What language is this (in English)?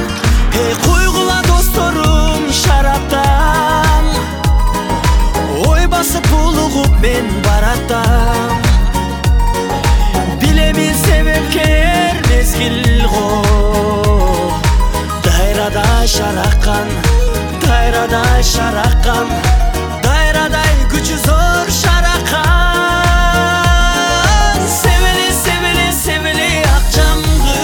Kyrgyz